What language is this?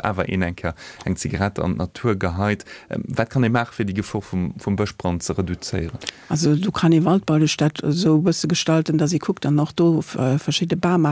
Luxembourgish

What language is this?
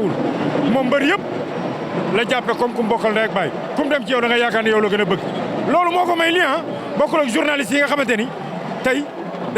Wolof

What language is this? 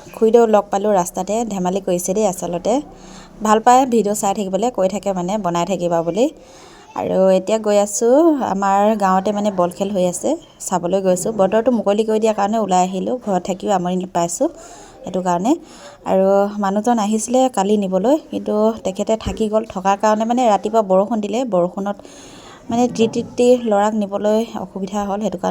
Assamese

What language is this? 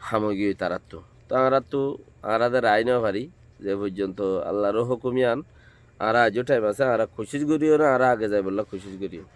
Rohingya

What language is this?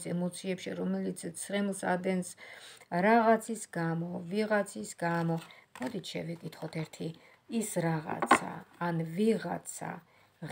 Georgian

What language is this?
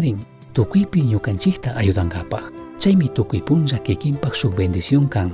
Chimborazo Highland Quichua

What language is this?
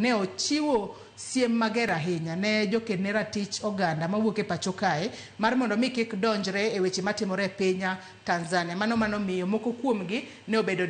Luo (Kenya and Tanzania)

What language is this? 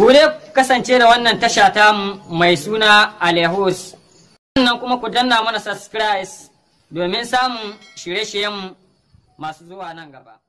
Hausa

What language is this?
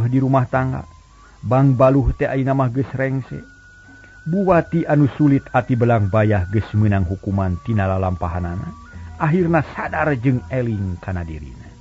Sundanese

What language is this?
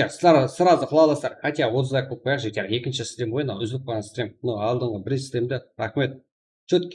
Kara-Kalpak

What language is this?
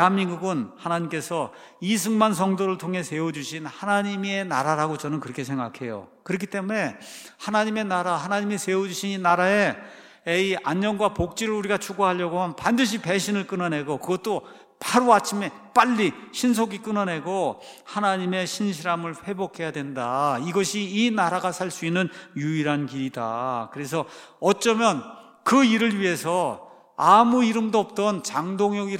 Korean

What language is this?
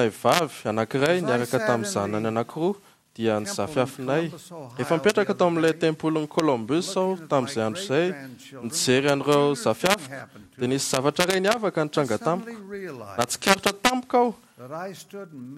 Malagasy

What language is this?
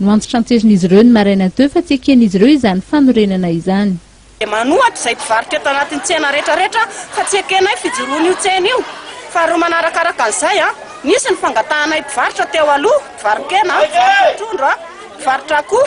Malagasy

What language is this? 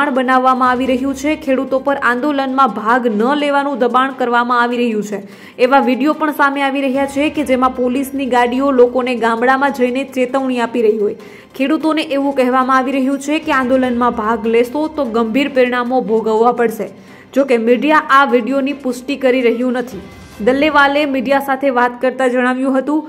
Gujarati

